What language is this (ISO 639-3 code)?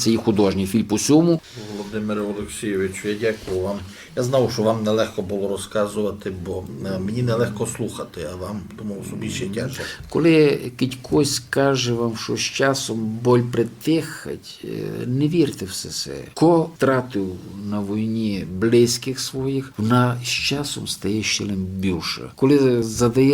rue